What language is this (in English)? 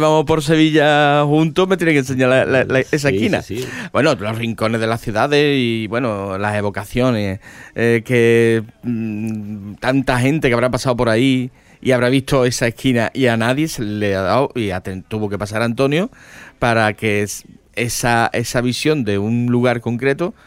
Spanish